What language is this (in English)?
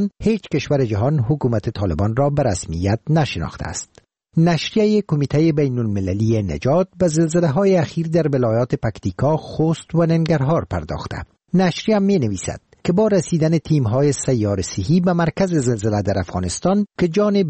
Persian